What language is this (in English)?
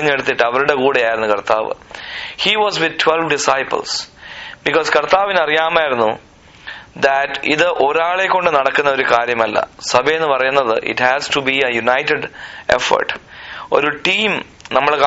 Malayalam